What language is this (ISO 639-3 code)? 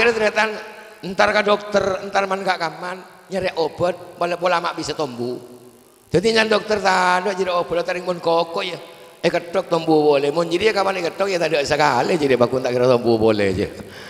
mad